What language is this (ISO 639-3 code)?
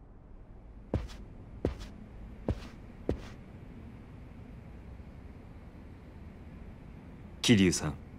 jpn